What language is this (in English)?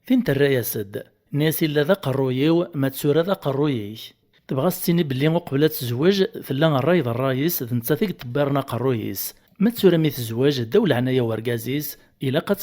Kabyle